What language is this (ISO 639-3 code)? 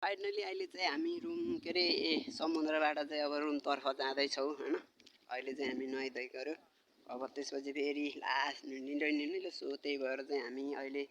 nep